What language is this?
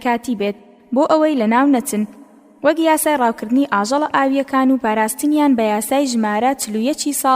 Central Kurdish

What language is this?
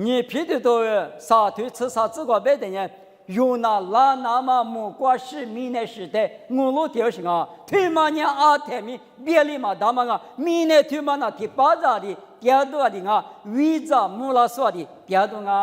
Lisu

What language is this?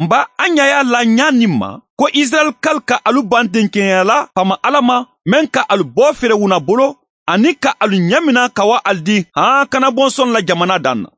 Mandingo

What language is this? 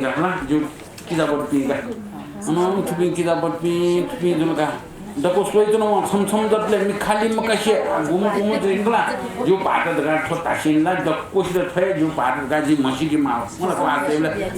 Newari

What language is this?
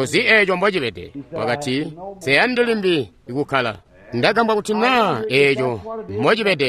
Tonga (Zambia)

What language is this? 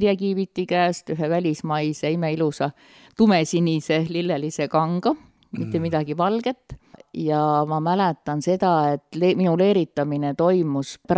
Estonian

